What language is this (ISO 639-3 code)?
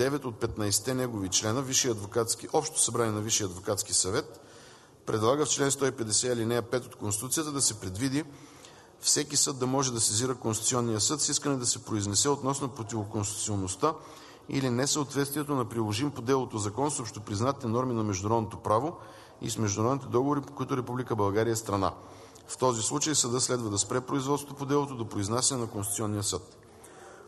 bul